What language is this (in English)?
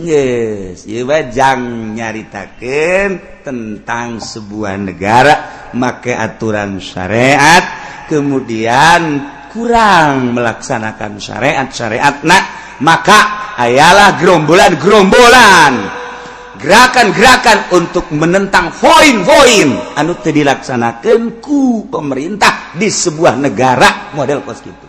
Sundanese